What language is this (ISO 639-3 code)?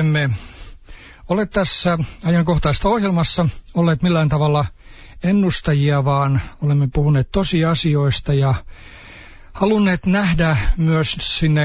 fin